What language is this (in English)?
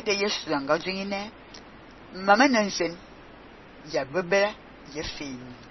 Fang